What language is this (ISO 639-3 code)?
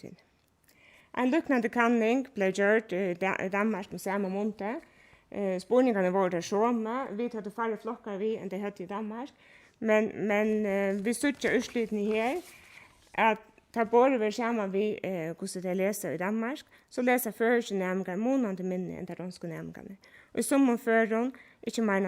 fao